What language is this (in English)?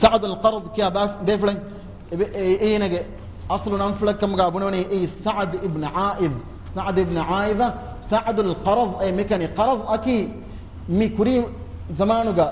Divehi